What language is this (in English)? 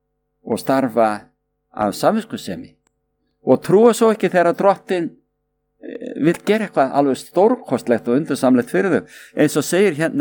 Icelandic